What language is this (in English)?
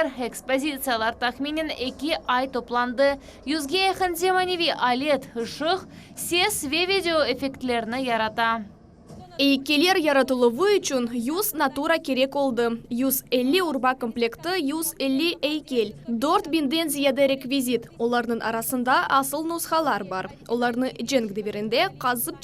Crimean Tatar